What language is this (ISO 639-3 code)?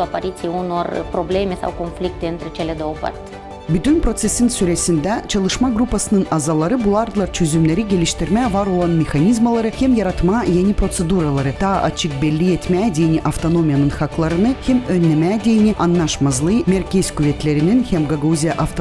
gag